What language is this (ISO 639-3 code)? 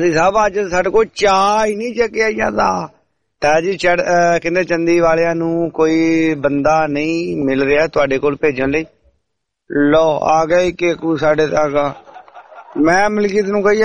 pan